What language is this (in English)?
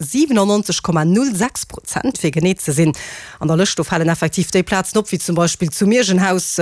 Luxembourgish